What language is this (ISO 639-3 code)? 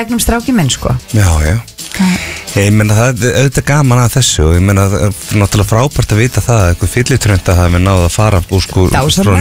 isl